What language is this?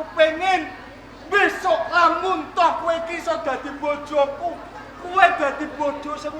Javanese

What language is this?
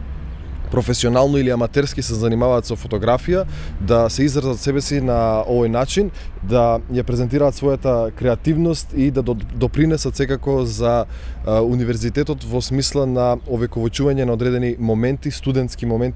Macedonian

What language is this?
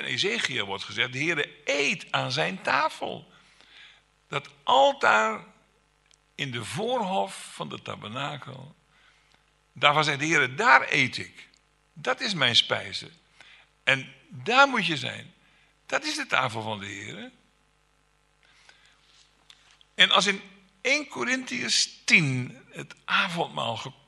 Dutch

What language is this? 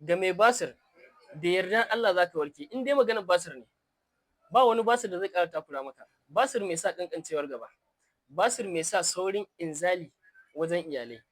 Hausa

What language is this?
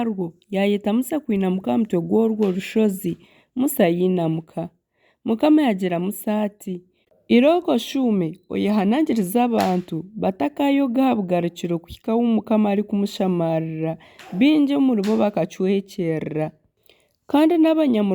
Nyankole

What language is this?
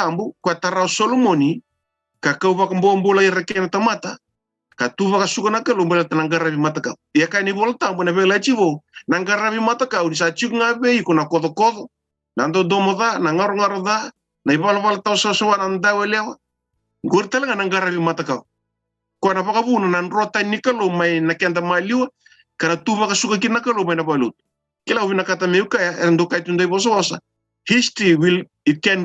Fijian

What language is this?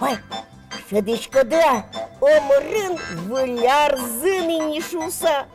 Udmurt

